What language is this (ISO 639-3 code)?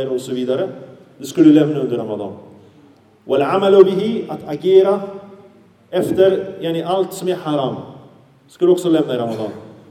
swe